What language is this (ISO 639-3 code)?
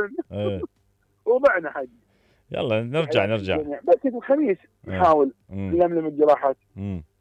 acm